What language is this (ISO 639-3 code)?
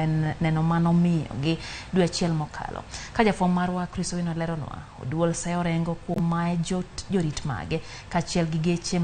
luo